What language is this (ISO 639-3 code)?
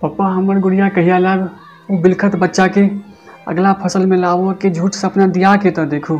mai